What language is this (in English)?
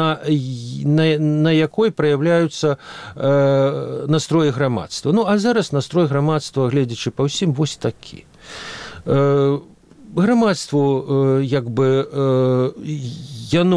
Belarusian